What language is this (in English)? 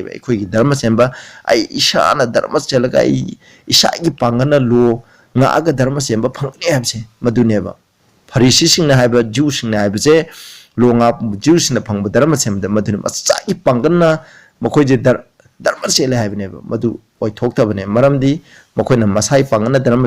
Manipuri